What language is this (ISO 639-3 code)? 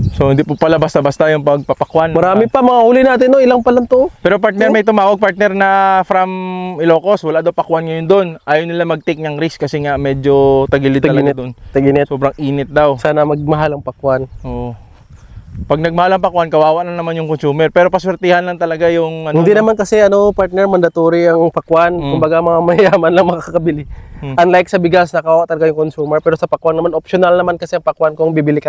fil